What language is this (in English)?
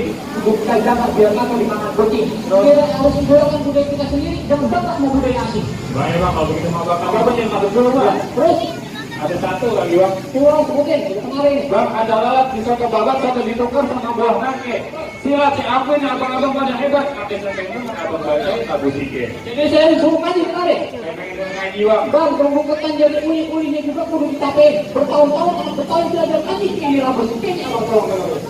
Betawi